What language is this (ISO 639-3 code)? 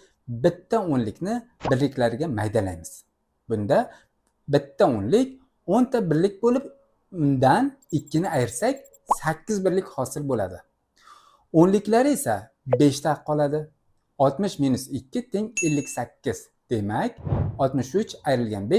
uzb